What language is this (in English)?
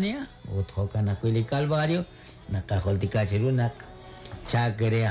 Kekchí